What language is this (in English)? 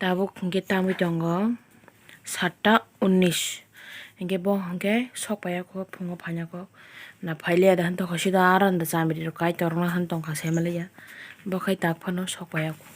Kok Borok